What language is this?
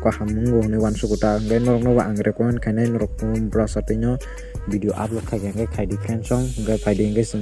Kok Borok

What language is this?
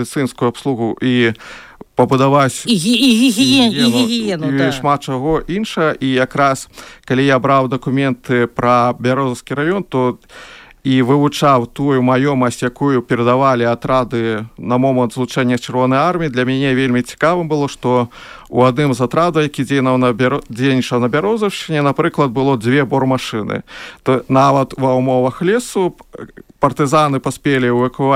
Belarusian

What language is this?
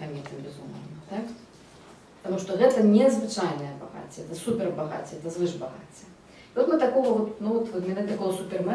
Belarusian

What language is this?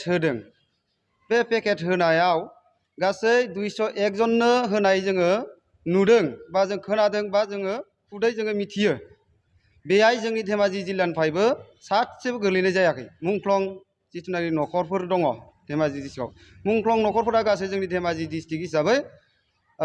Bodo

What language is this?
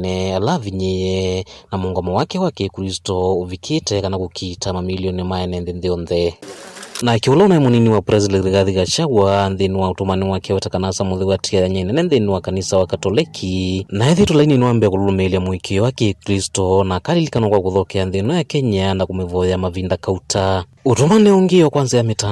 Kamba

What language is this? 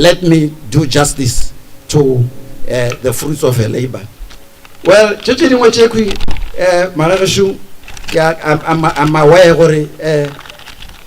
Northern Sotho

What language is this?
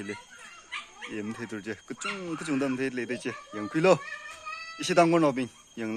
Tangkhul Naga (India)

